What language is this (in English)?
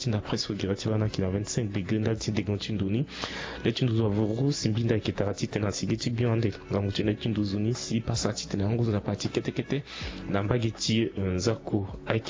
Sango